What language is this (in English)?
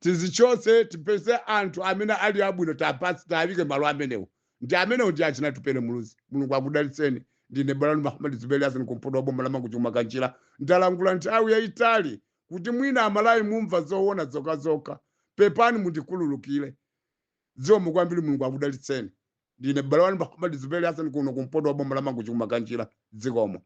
Nyanja